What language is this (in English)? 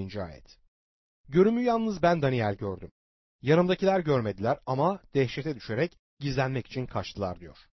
Turkish